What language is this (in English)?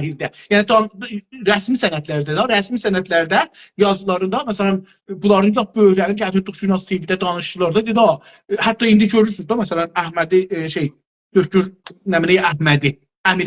South Azerbaijani